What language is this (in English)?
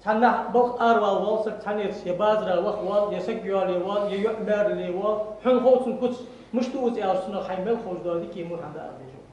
Ingush